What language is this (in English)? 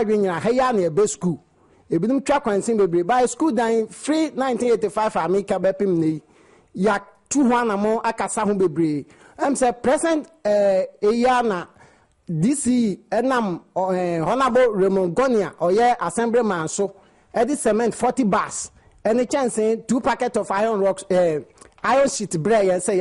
Akan